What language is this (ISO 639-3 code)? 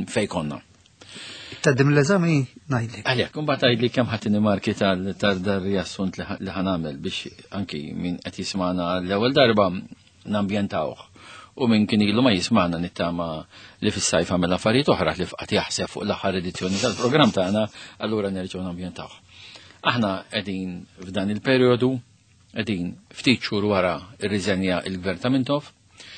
mlt